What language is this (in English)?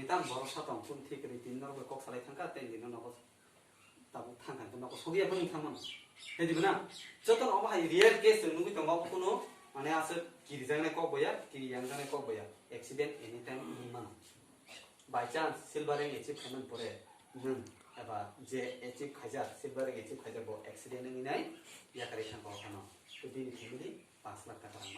Kok Borok